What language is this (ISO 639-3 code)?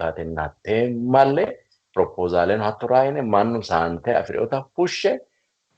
sid